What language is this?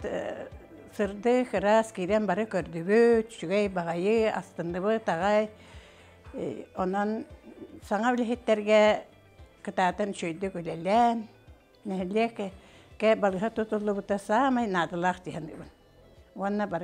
Yakut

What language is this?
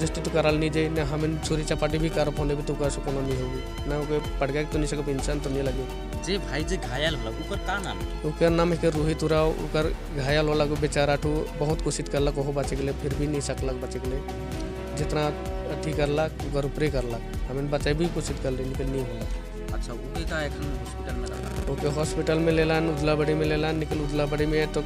Sadri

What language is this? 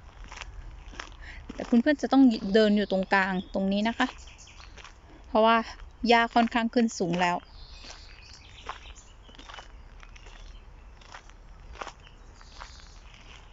Thai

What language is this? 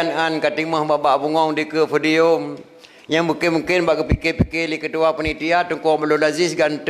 Achinese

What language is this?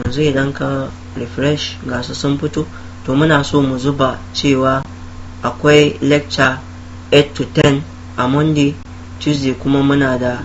Hausa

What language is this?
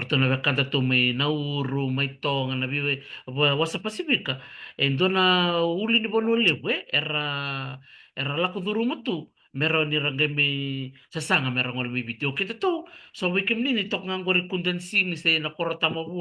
Fijian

